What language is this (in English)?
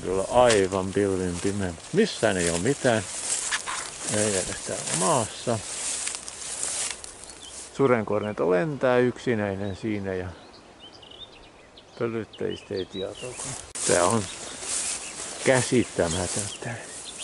Finnish